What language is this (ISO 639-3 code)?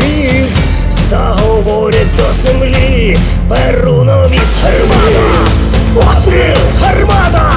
ukr